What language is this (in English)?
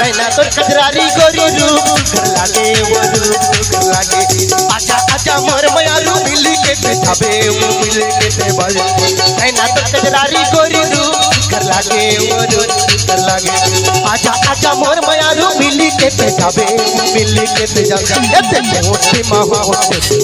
Chhattisgarhi